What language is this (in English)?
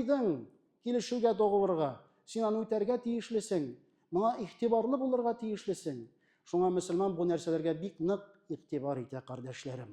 Tatar